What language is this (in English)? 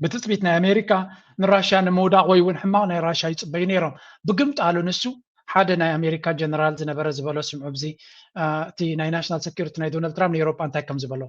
Tigrinya